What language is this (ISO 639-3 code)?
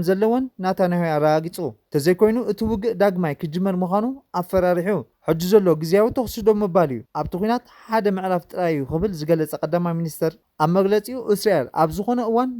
tir